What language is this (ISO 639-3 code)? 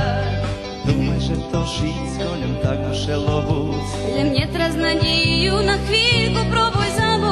rue